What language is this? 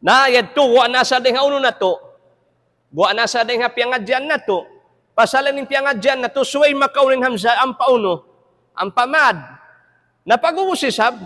Tausug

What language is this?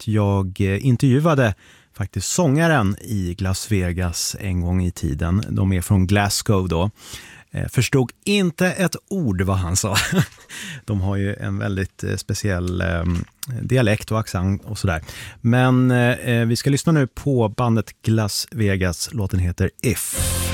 Swedish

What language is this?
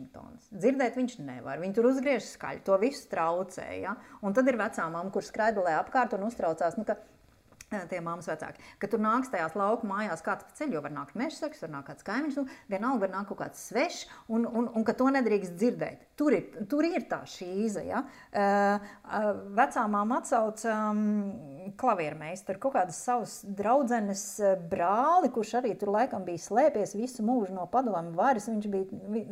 Latvian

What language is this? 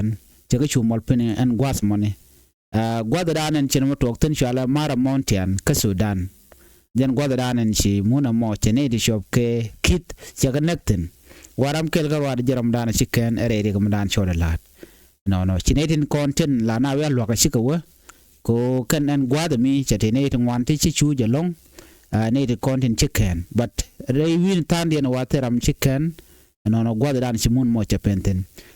Nuer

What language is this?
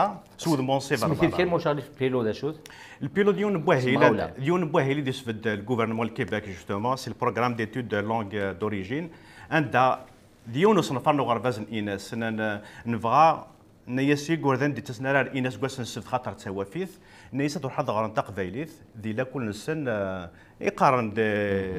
Kabyle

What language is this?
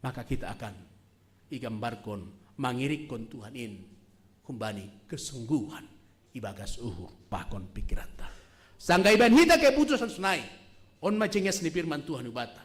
Batak Simalungun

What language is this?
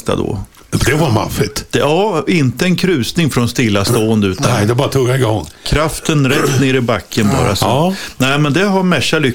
Swedish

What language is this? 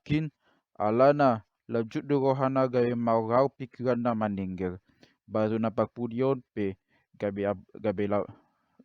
Batak Toba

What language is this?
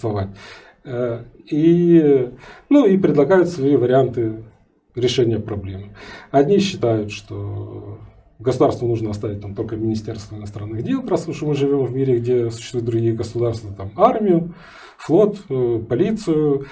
Russian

